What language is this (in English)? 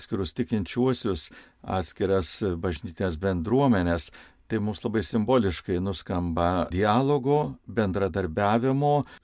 Lithuanian